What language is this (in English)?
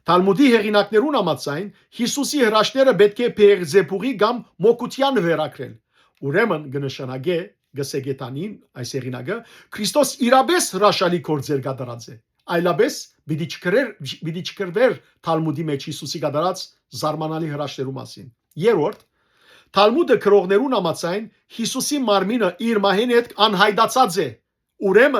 Western Armenian